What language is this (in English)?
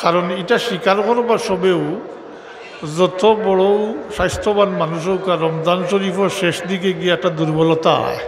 Sylheti